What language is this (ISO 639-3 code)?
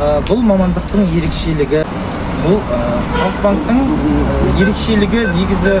kaz